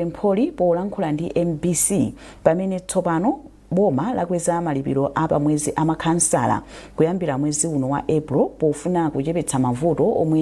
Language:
Nyanja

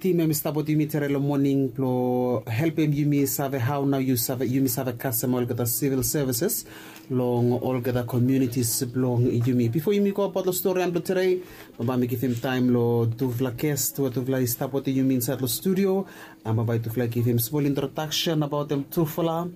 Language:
Bislama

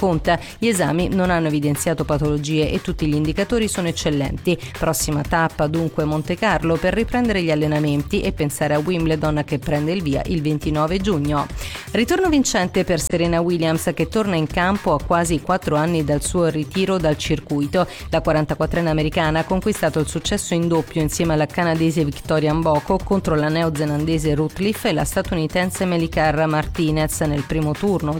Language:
Italian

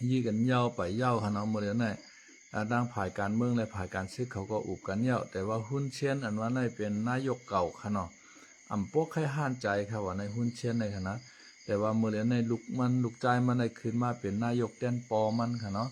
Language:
Shan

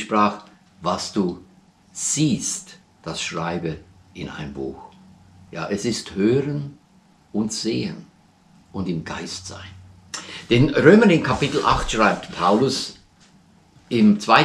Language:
German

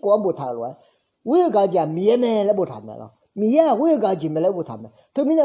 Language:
Akha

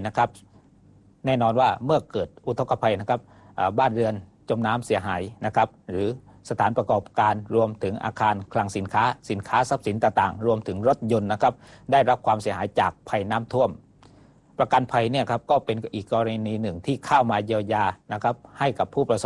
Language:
Thai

